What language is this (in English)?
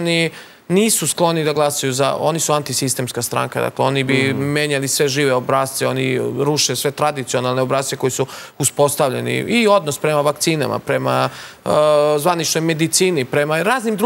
Serbian